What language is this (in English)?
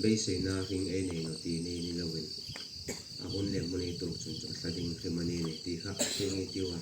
Hmar